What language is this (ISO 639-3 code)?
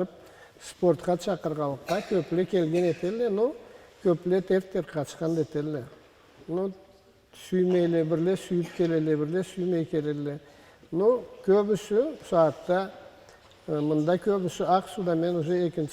krc